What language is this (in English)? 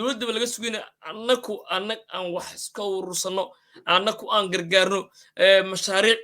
Somali